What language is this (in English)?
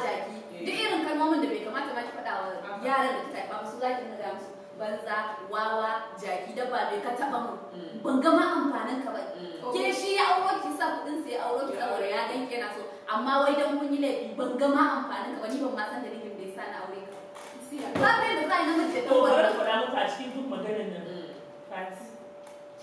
Hausa